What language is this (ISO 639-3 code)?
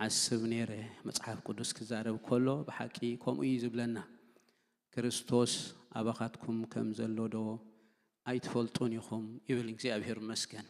tir